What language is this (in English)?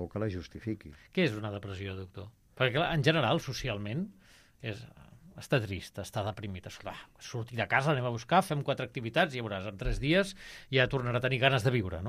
Catalan